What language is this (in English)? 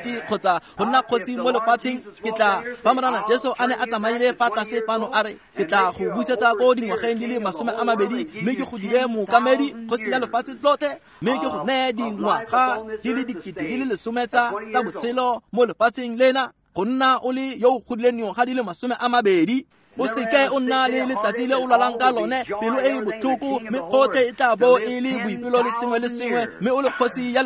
Tswana